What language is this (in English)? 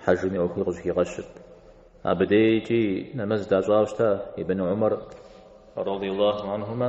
Kabardian